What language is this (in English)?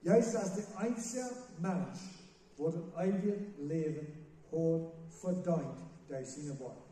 Plautdietsch